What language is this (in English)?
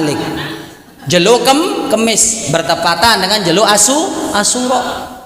Sasak